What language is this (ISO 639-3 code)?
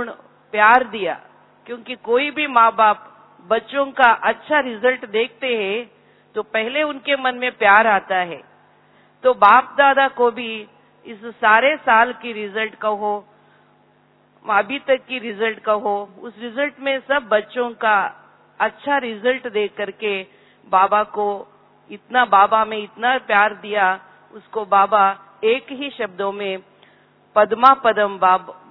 hin